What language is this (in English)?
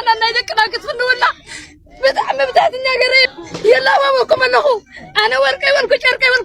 Tigrinya